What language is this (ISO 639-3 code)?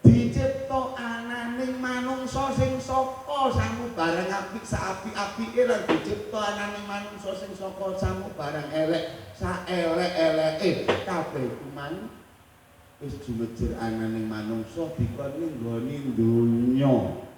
jav